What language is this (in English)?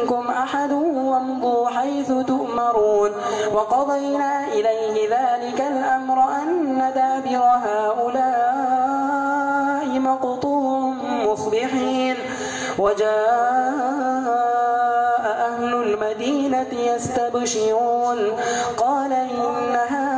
Arabic